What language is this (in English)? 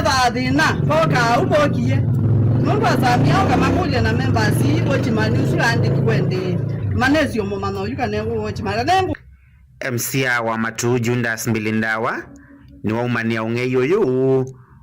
Kamba